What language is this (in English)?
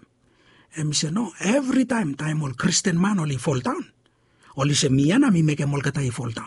Bislama